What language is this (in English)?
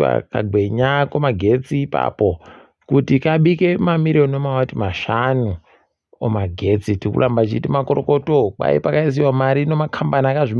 Ndau